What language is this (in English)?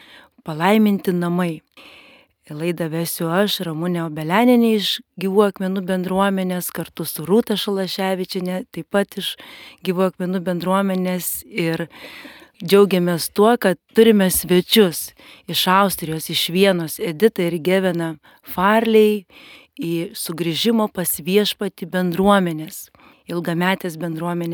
Lithuanian